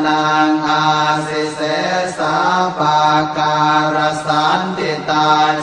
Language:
Pali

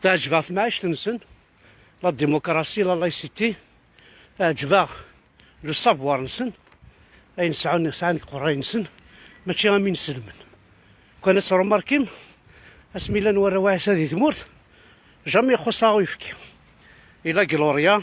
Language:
Kabyle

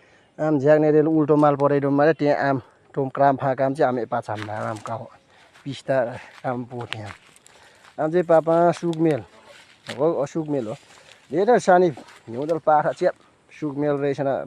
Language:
Nepali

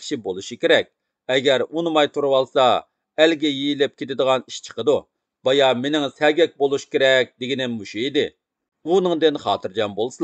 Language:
Uyghur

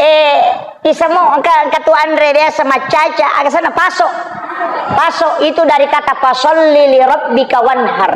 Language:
Buginese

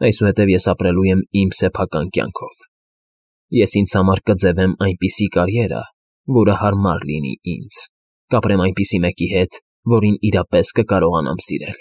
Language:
Armenian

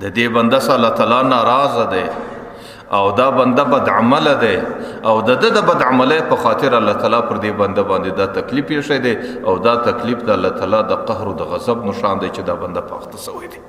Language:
Pashto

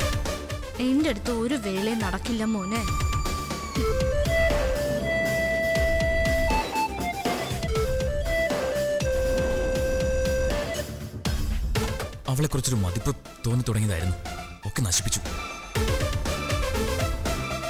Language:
Malayalam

